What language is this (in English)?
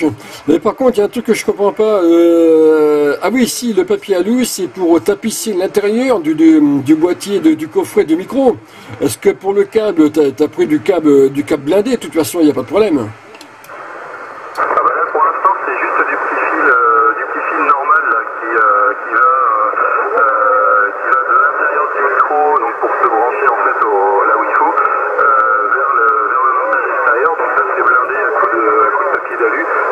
French